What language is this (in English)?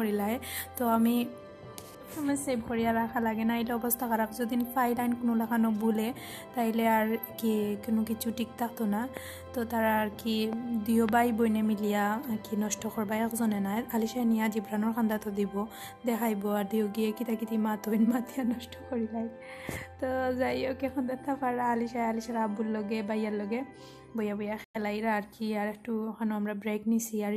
Sylheti